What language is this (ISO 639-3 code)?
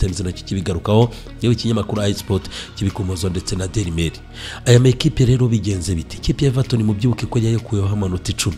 kin